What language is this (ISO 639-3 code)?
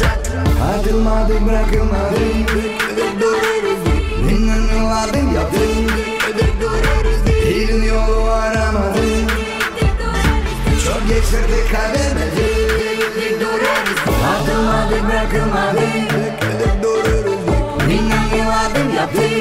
gag